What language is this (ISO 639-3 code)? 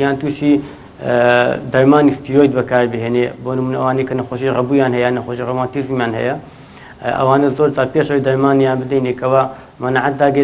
ckb